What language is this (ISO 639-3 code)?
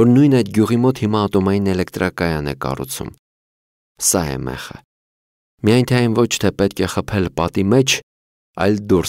hye